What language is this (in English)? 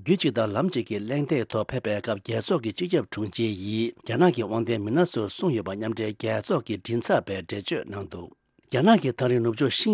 Tibetan